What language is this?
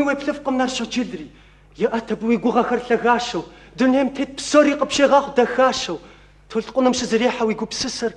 Kabardian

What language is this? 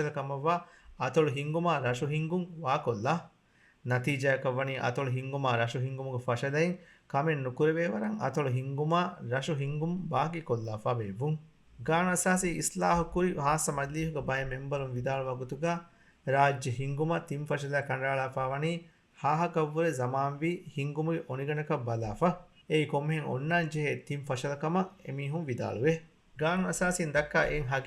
Divehi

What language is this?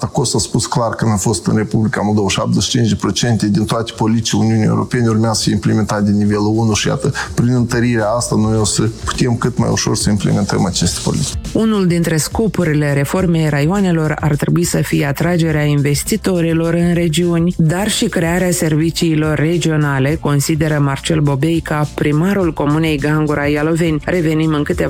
Romanian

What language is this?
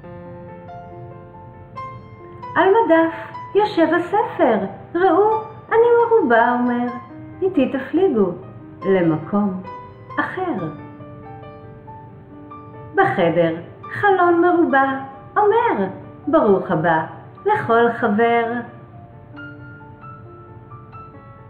Hebrew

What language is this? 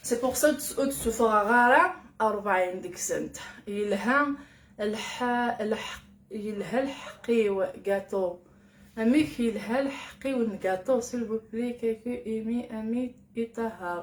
Kabyle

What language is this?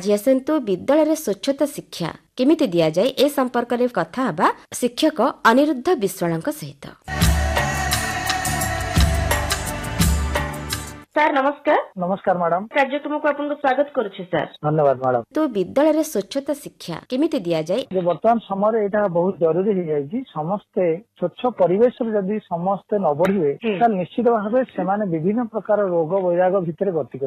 Odia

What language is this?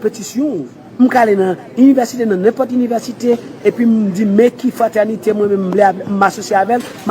Haitian Creole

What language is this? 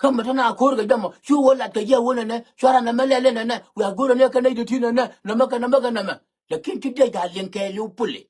Nuer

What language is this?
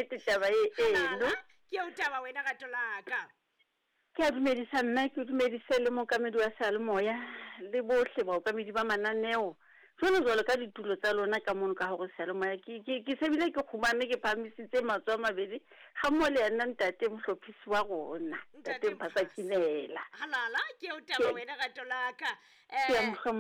Southern Sotho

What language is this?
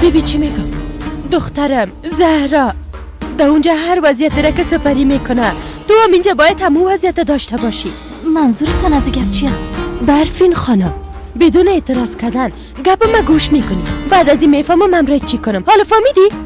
Persian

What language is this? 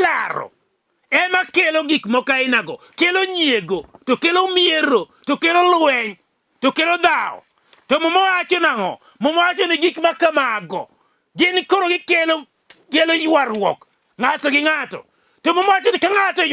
Luo (Kenya and Tanzania)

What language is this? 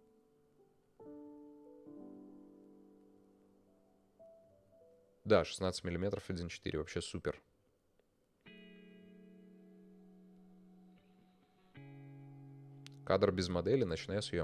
Russian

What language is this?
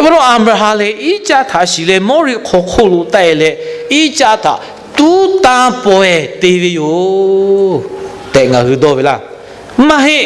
Lahu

